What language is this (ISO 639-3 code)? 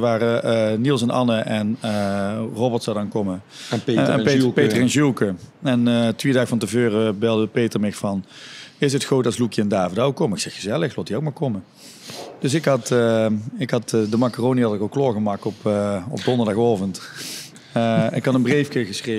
lim